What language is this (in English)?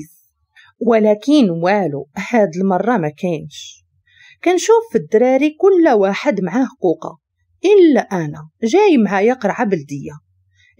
Moroccan Arabic